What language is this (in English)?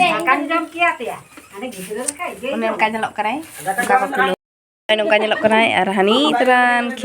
Santali